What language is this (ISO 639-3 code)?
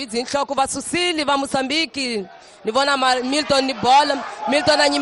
tso